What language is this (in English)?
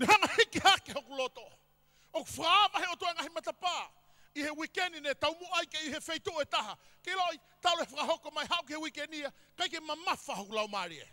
Tongan